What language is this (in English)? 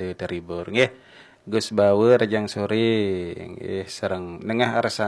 Balinese